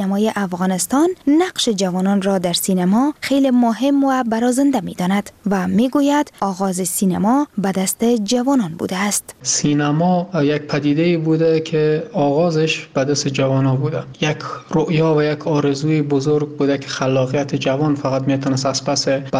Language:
Persian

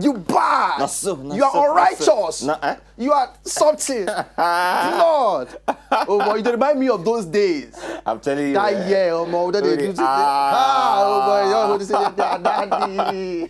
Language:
Nigerian Pidgin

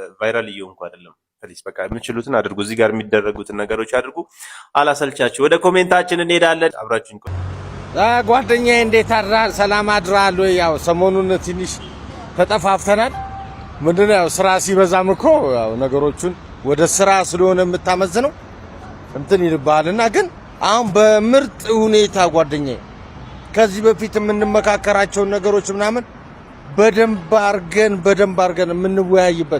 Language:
Amharic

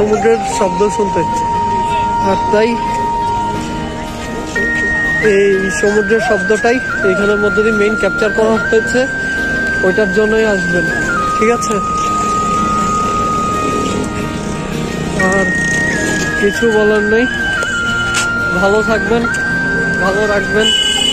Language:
Bangla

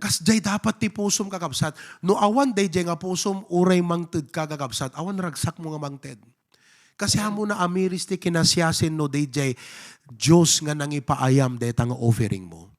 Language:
Iloko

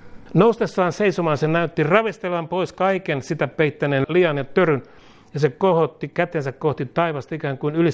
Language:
Finnish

